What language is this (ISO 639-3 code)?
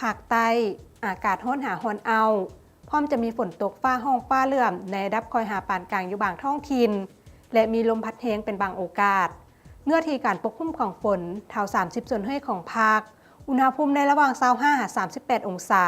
lao